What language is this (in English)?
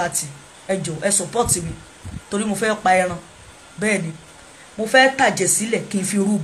Yoruba